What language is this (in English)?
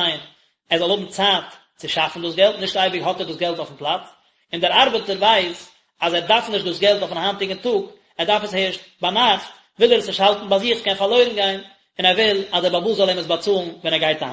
Yiddish